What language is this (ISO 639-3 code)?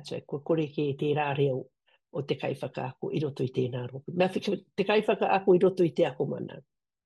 mri